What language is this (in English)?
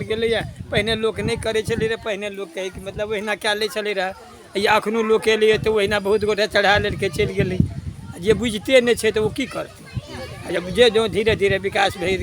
Maithili